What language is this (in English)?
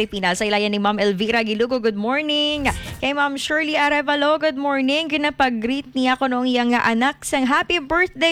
Hiligaynon